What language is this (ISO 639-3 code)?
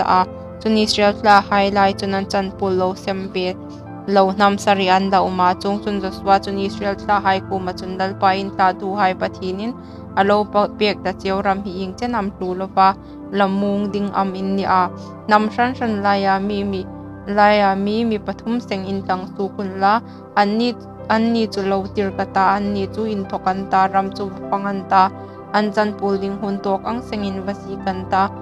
hmr